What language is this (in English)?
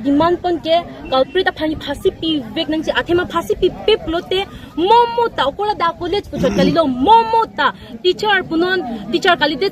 Karbi